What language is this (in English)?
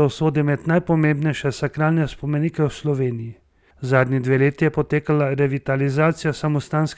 Slovenian